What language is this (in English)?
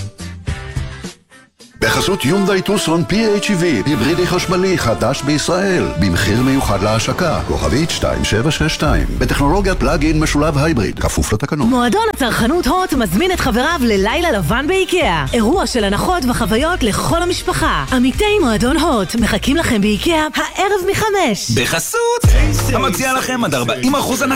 Hebrew